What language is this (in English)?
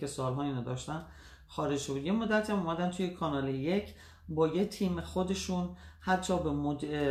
Persian